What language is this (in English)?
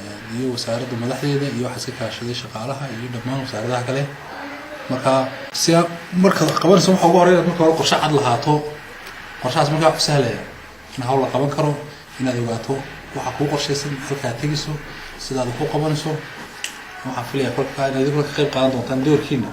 Somali